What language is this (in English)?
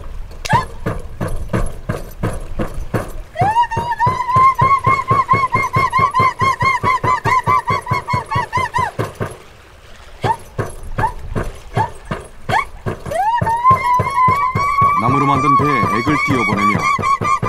Korean